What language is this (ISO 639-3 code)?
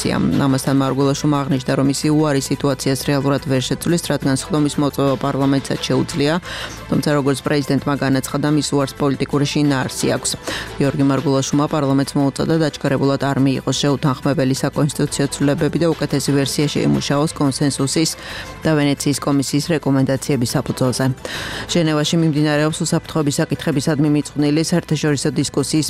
kat